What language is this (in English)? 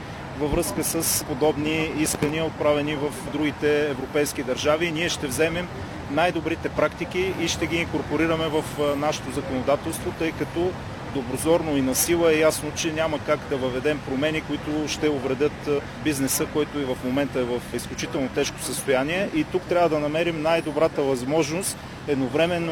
Bulgarian